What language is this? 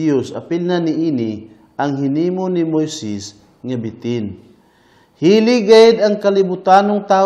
Cebuano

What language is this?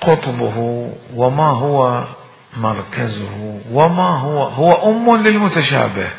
Mesopotamian Arabic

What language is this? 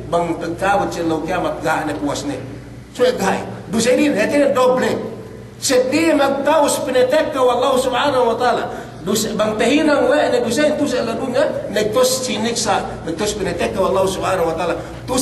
Yakan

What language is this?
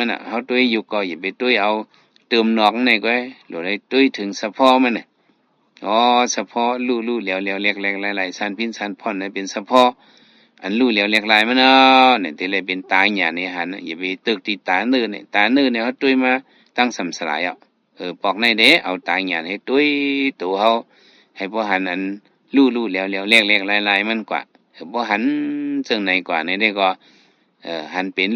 Shan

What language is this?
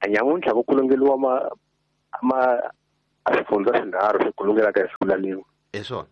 Tsonga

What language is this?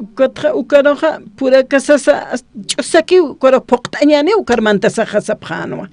Aymara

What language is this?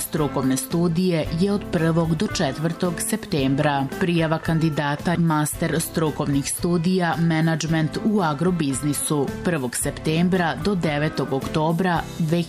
Serbian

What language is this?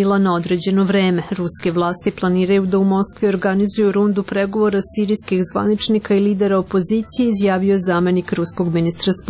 Serbian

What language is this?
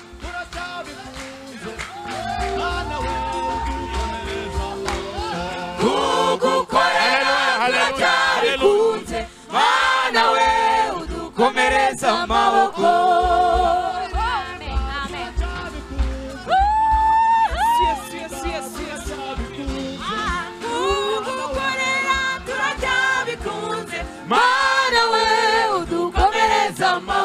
Kinyarwanda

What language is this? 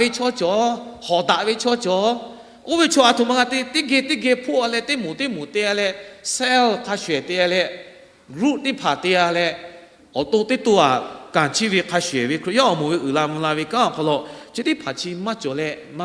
Lahu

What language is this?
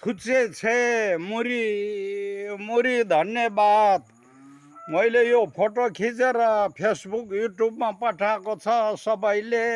Nepali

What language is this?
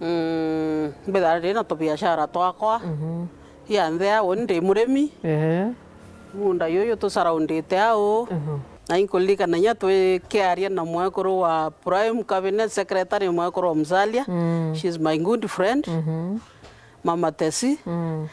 Meru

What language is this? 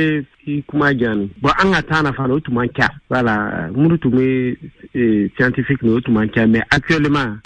Bambara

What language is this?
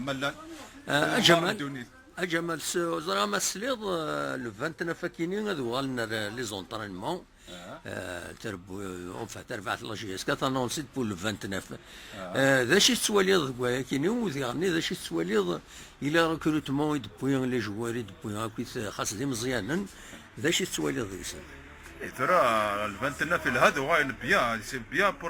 Kabyle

